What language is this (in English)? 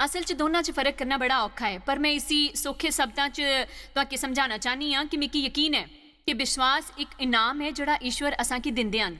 Dogri